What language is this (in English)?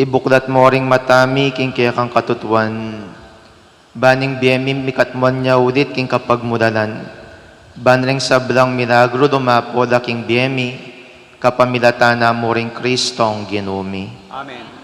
Pampanga